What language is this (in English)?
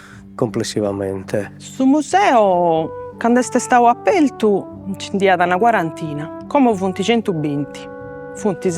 Sardinian